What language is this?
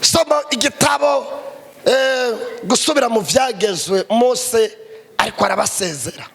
Rundi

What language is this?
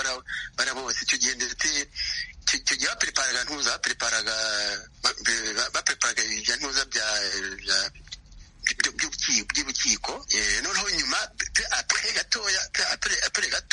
Kinyarwanda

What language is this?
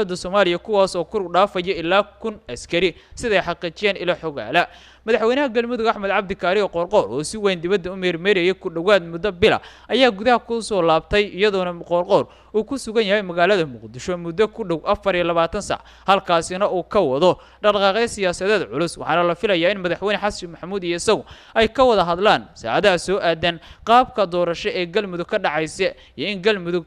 Somali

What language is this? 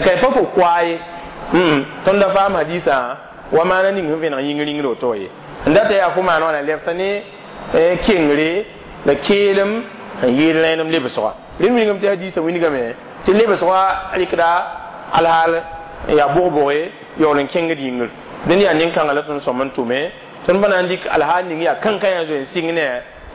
Mossi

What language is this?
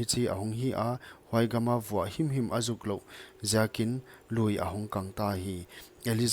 Paite Chin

